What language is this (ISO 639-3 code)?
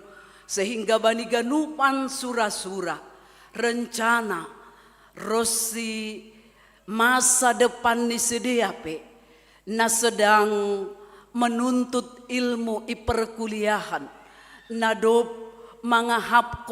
bts